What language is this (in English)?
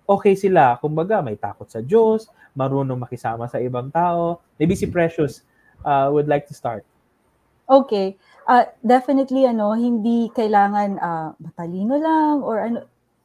Filipino